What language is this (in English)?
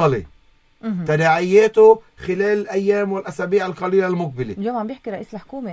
North Levantine Arabic